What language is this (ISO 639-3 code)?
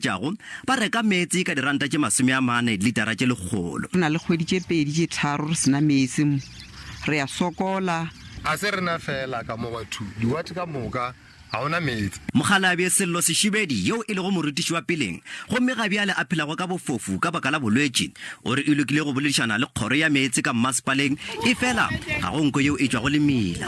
nso